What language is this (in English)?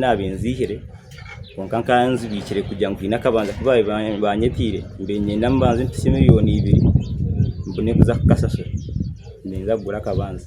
Nyankole